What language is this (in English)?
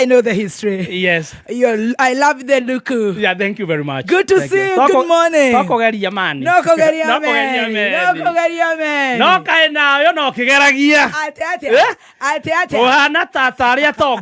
Kikuyu